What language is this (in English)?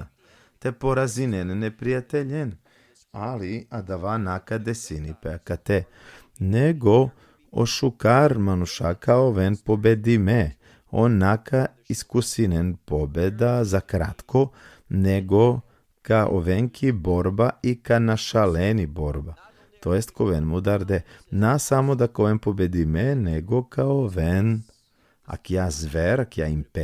Balkan Romani